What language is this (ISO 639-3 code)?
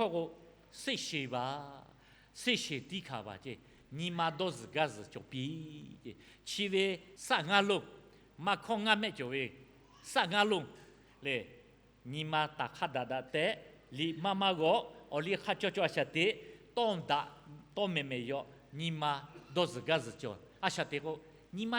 lhu